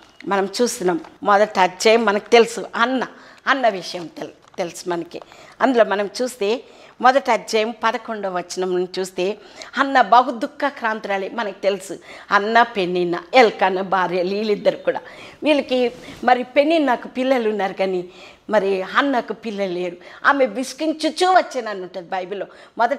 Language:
Telugu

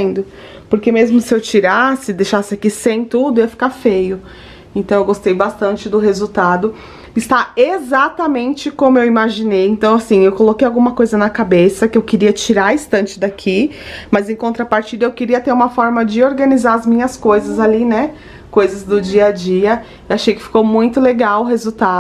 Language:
Portuguese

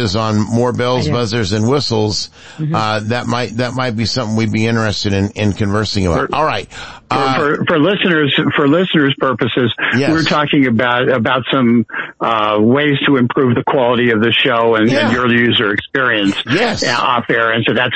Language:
English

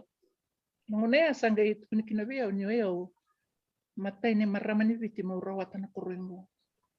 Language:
Fijian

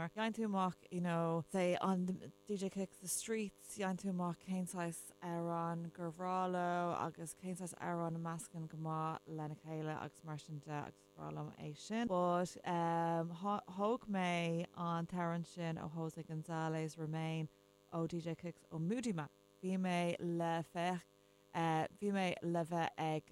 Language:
Irish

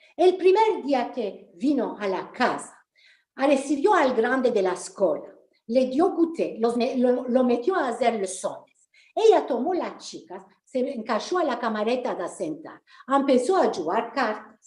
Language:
Ladino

